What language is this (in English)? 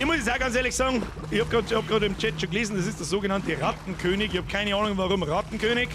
Bavarian